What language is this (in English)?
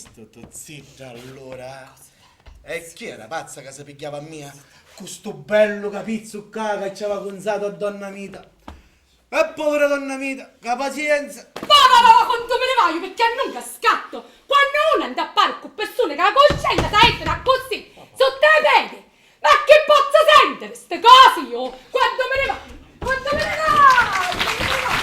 Sicilian